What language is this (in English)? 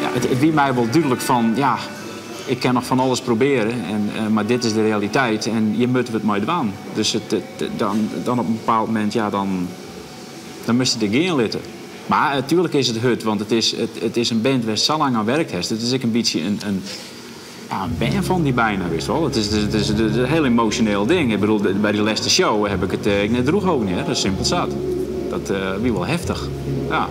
Western Frisian